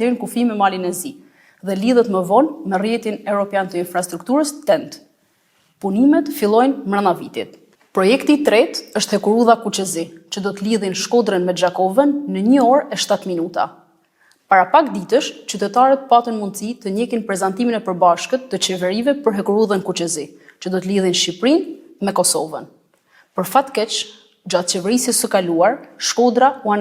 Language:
Albanian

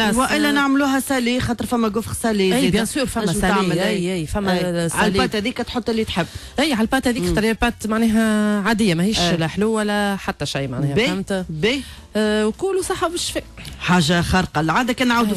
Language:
Tunisian Arabic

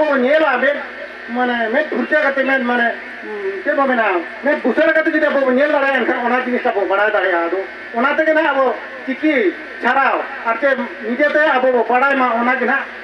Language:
Santali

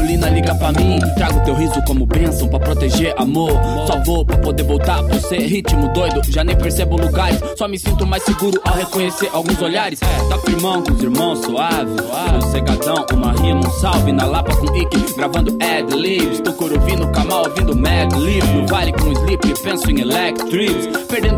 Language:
Portuguese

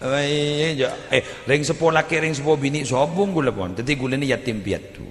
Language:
Madurese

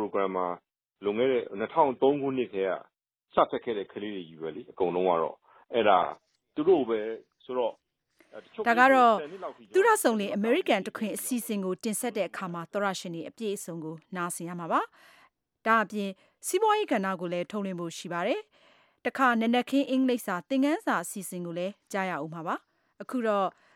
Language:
Burmese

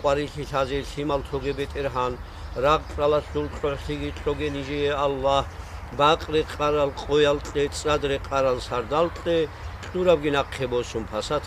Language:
Avaric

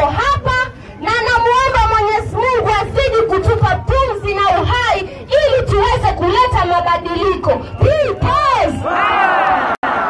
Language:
Swahili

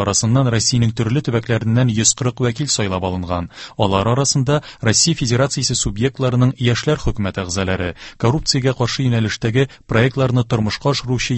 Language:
Tatar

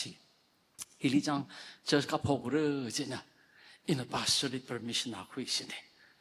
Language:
Tangkhul Naga (India)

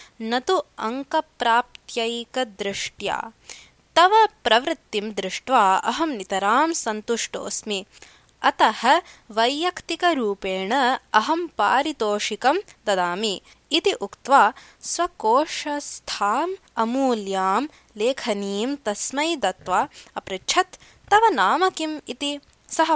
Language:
Sanskrit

